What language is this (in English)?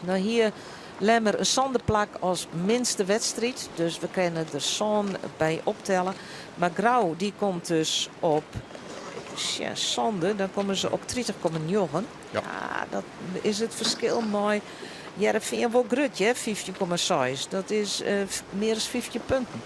Western Frisian